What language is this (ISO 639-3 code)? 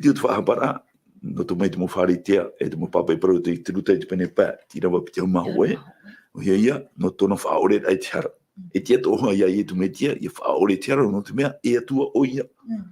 tah